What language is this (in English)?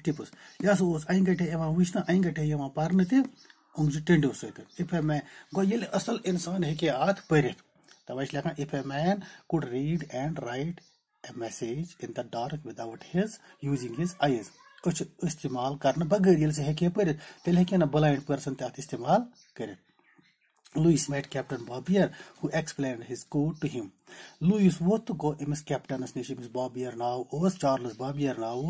Kashmiri